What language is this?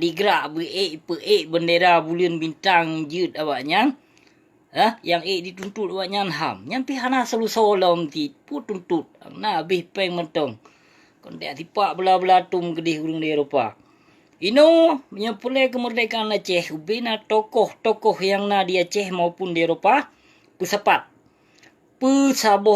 Achinese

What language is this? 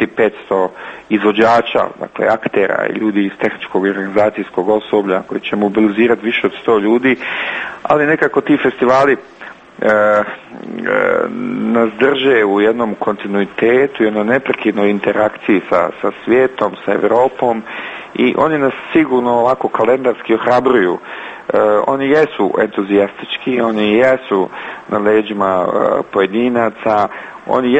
Croatian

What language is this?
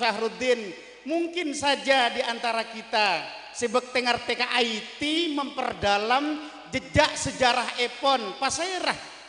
Madurese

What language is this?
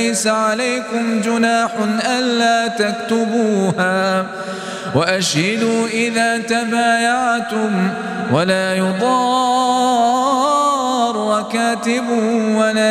Arabic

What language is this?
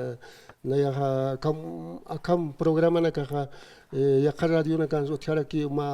Aymara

